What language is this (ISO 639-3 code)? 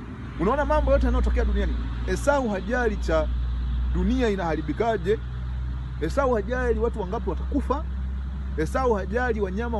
swa